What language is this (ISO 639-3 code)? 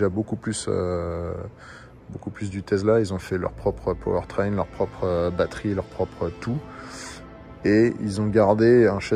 fra